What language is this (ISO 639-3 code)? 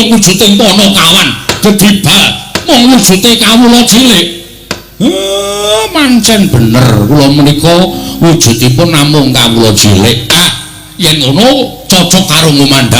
jav